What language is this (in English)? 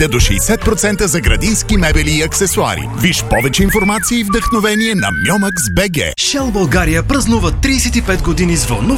Bulgarian